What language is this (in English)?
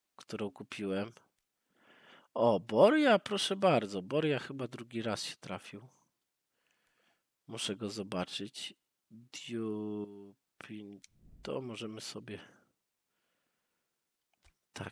Polish